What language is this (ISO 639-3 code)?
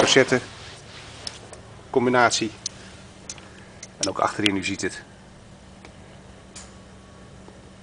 nld